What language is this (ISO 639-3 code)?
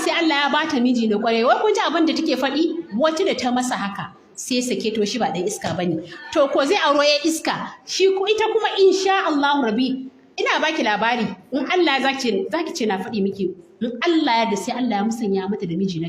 hau